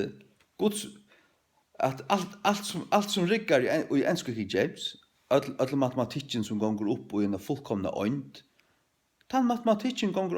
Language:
Faroese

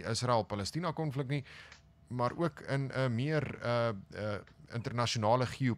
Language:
Afrikaans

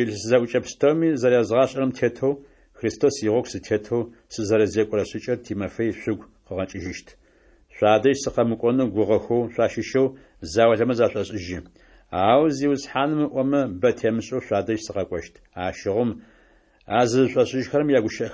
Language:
Adyghe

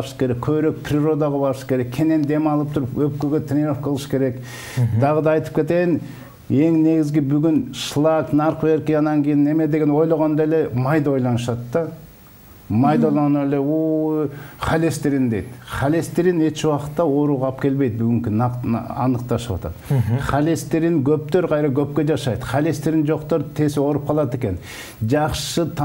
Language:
Kyrgyz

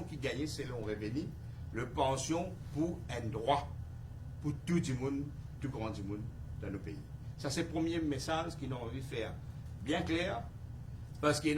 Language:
Morisyen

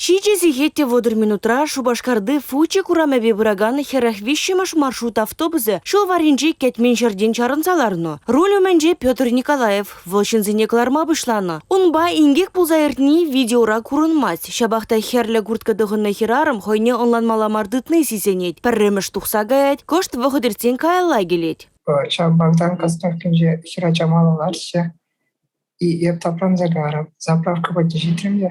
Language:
Chuvash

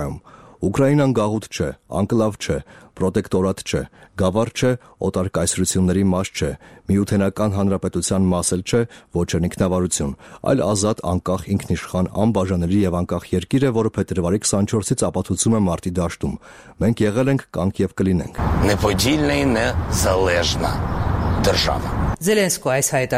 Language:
Armenian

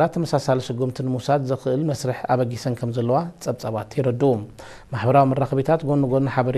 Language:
Tigrinya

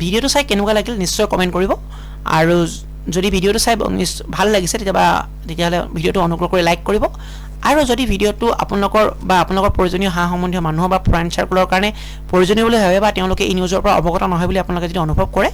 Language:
Assamese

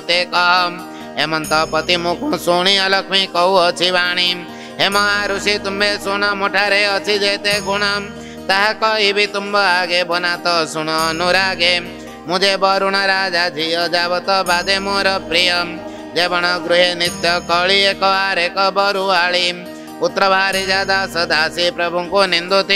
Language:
Odia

